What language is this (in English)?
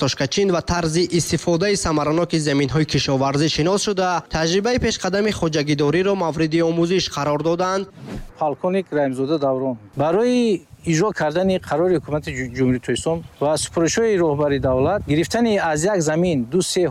Tajik